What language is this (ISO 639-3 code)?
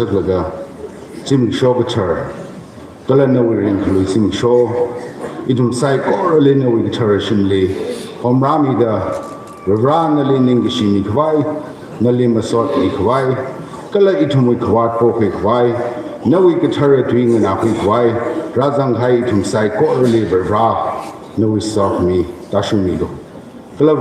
nmf